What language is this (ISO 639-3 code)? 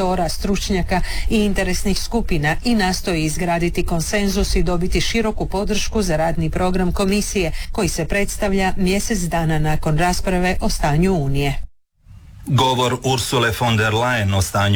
hrv